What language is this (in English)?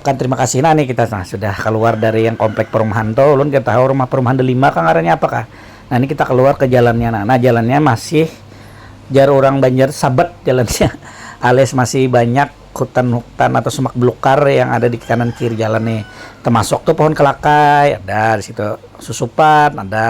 Banjar